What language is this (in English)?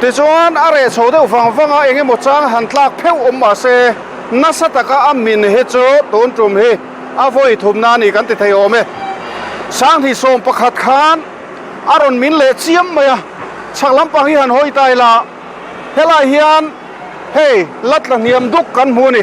Mizo